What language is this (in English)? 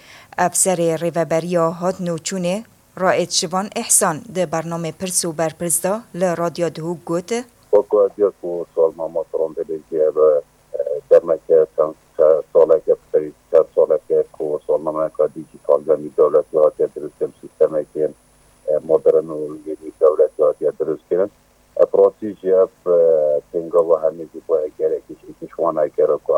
Kurdish